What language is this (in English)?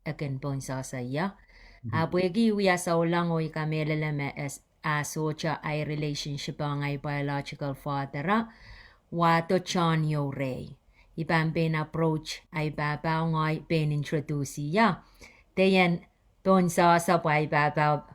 Pohnpeian